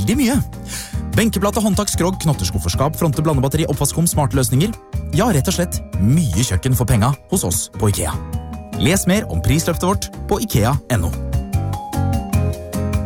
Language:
Norwegian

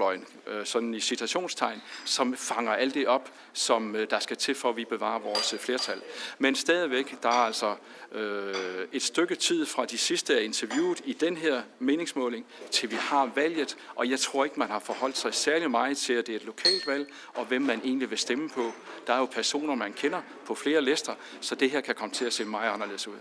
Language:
Danish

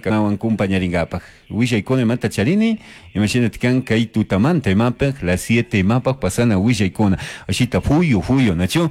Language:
Chimborazo Highland Quichua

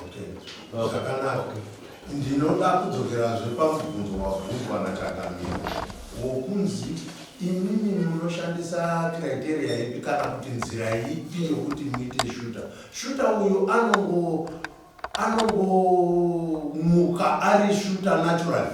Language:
Shona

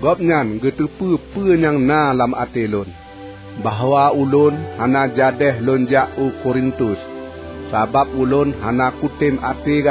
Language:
Achinese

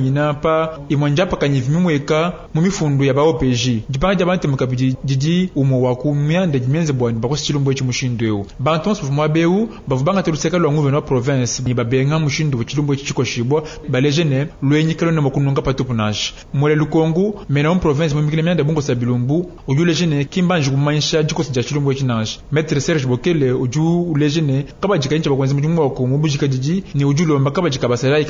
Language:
Luba-Lulua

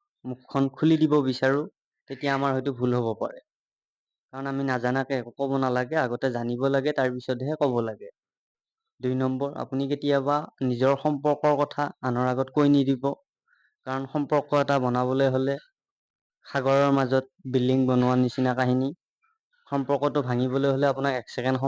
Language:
Assamese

